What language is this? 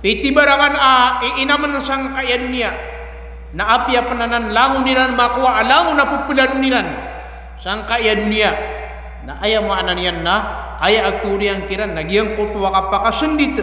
Maranao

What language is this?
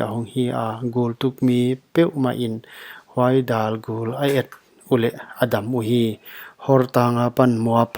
Paite Chin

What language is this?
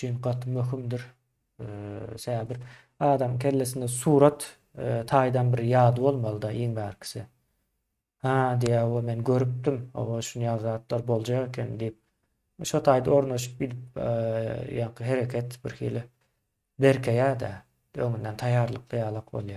Turkmen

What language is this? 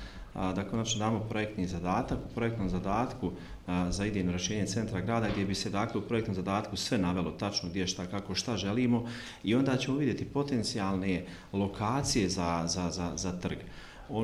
Bosnian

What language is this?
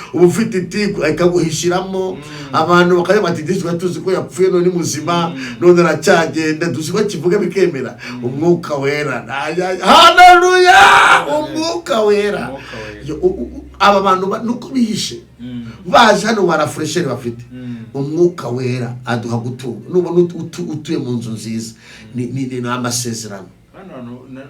Kinyarwanda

